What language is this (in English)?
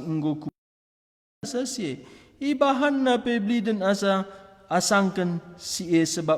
Batak Karo